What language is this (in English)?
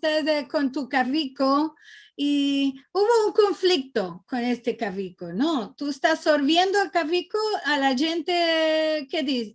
Ladino